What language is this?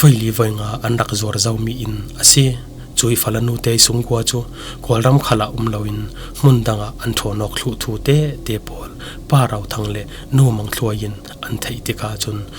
Falam Chin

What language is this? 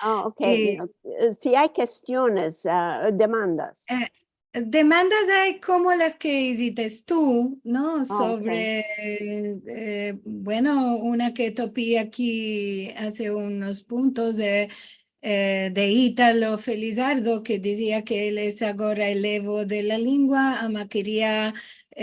Ladino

